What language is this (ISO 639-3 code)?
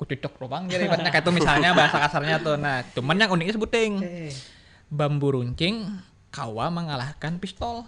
bjn